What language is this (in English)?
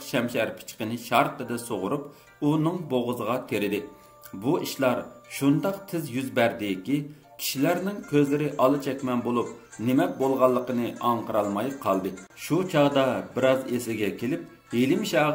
Uyghur